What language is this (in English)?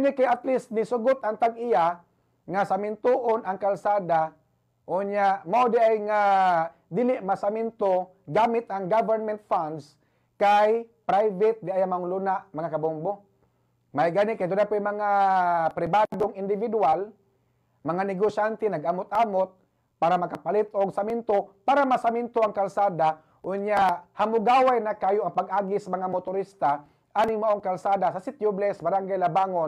Cebuano